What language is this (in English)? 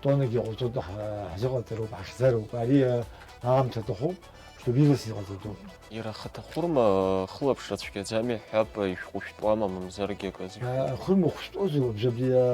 Abkhazian